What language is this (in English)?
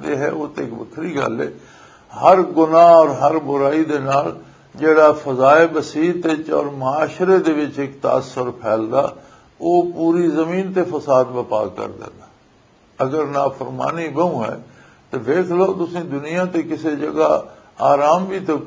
Western Panjabi